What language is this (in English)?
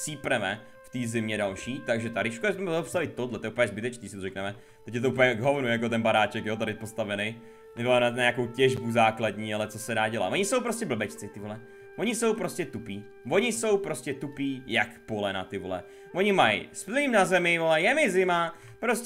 Czech